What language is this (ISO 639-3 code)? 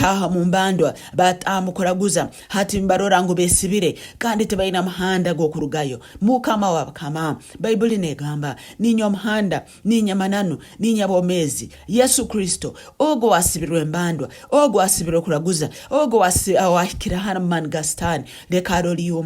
ttj